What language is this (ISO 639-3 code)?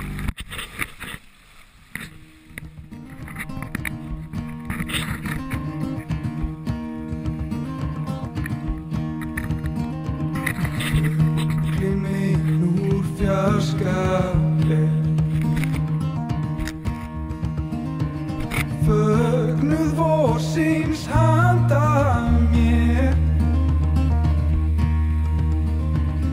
isl